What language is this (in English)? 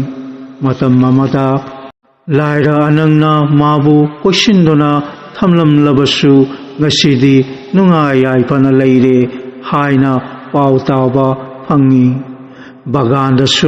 Manipuri